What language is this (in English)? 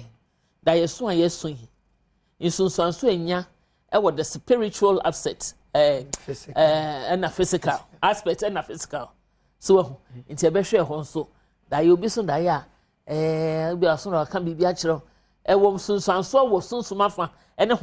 Akan